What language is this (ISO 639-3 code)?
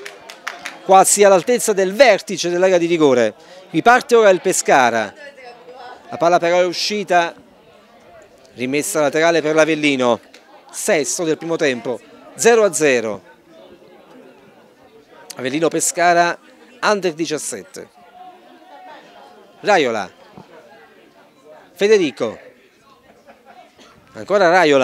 ita